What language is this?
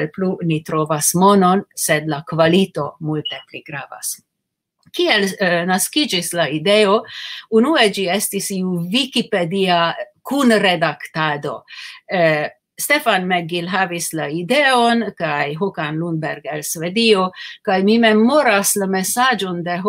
Esperanto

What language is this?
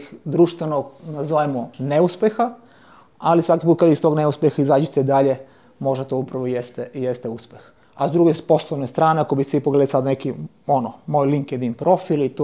Serbian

